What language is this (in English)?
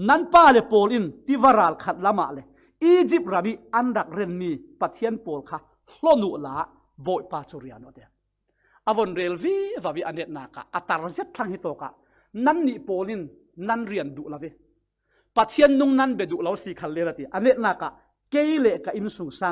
Falam Chin